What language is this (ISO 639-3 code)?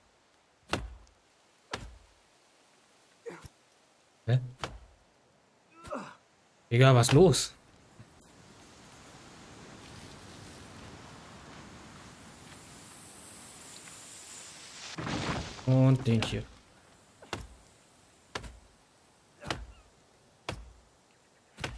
deu